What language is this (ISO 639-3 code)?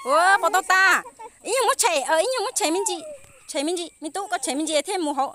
hmn